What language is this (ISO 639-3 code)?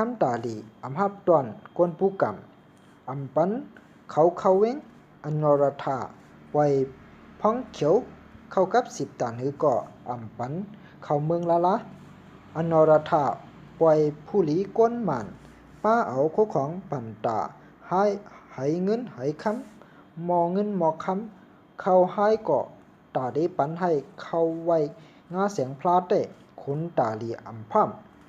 shn